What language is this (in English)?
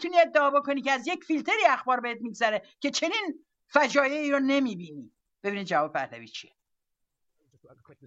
Persian